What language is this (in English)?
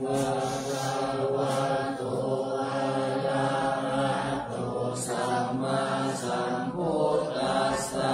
Pali